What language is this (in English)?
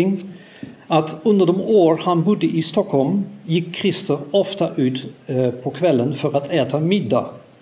Swedish